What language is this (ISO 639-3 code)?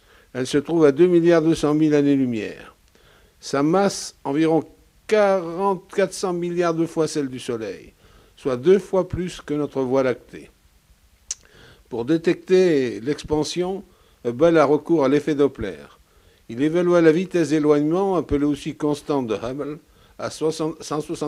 fra